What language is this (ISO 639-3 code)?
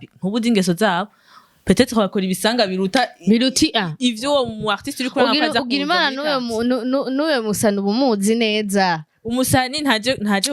run